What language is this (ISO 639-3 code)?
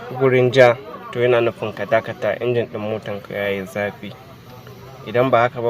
hau